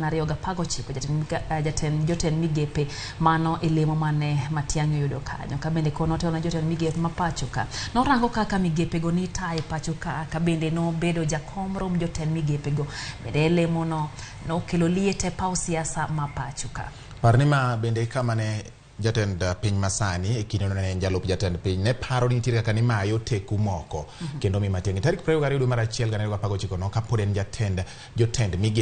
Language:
Luo (Kenya and Tanzania)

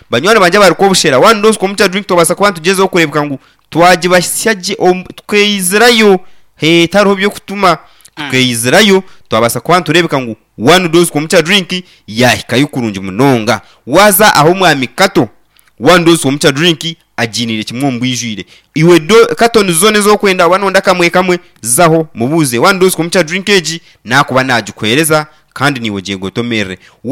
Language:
Nyankole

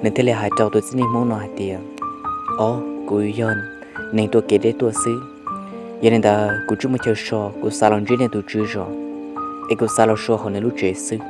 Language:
Hmong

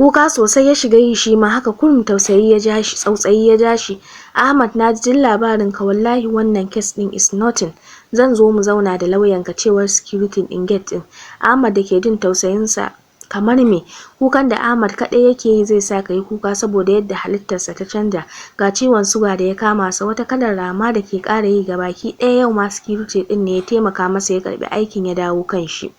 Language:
Hausa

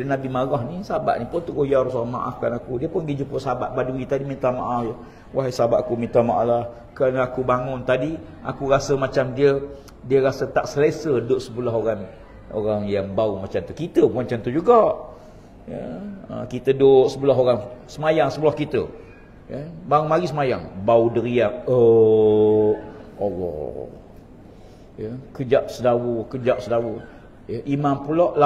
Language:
Malay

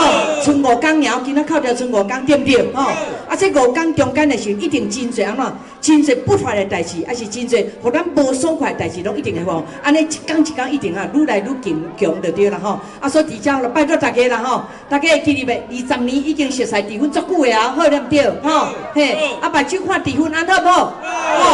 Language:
Min Nan Chinese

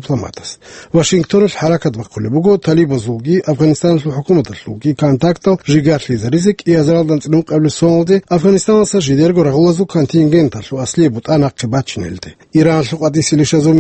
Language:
Avaric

